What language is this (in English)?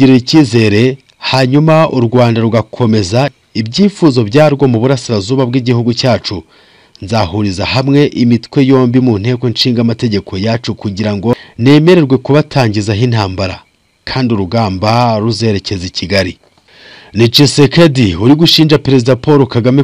Kinyarwanda